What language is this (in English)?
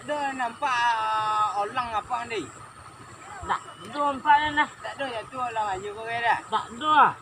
Minangkabau